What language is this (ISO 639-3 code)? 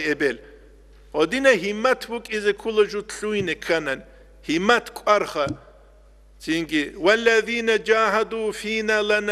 ava